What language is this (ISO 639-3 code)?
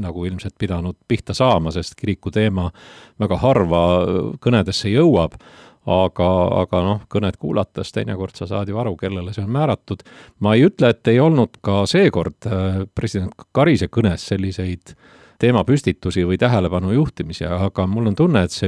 est